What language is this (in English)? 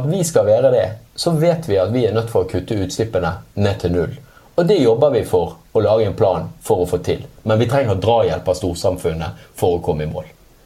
Norwegian